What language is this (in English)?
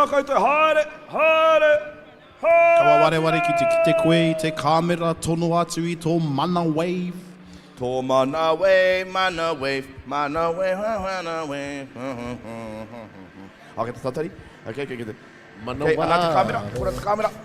Māori